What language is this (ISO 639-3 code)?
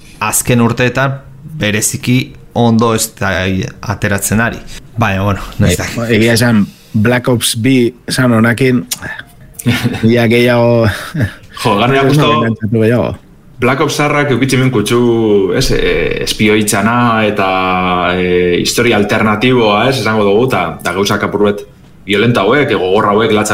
eus